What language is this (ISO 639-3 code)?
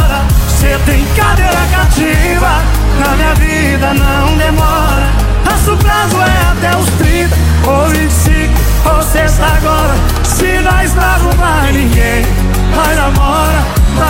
por